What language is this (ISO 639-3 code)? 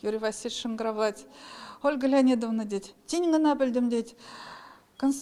chv